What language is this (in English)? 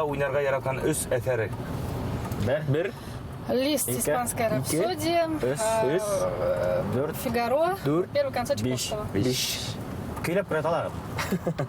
Bashkir